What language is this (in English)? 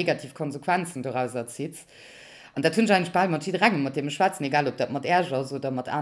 Luxembourgish